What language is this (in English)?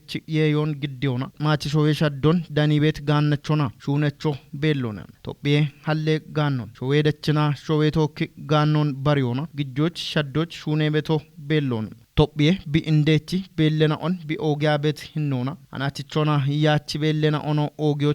Kafa